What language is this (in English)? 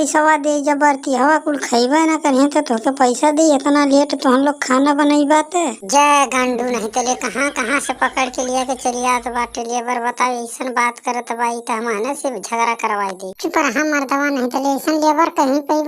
Bhojpuri